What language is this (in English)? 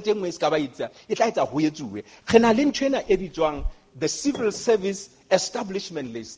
Southern Sotho